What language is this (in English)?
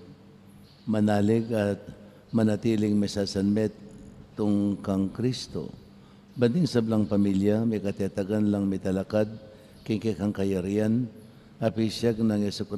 Pampanga